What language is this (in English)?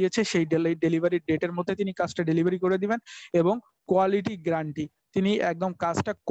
Bangla